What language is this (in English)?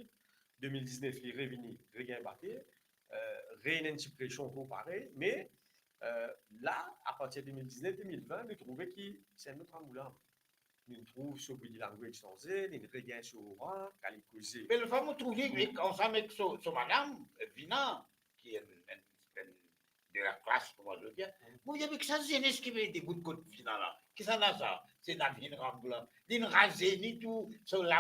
Morisyen